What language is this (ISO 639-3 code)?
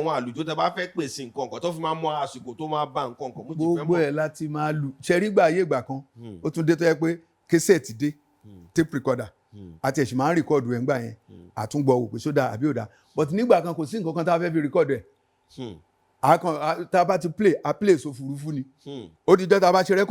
yor